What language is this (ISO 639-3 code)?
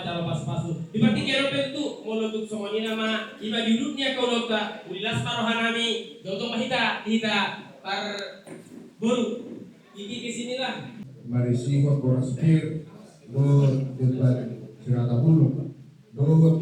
bbc